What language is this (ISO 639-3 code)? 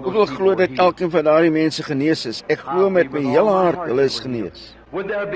afr